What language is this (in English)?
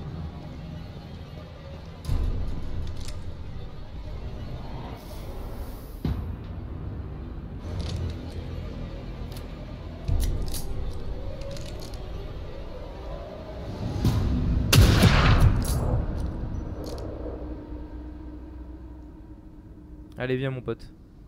French